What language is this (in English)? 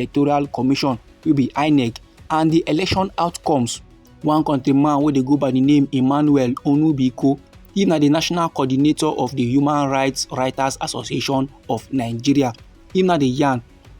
Nigerian Pidgin